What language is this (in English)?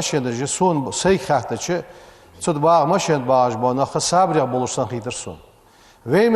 Ingush